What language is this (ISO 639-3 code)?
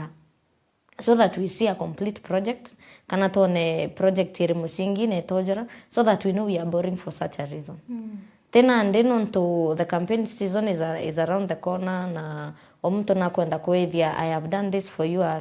mer